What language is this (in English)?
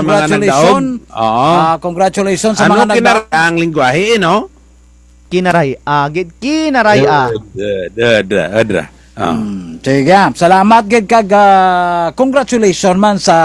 Kinaray-a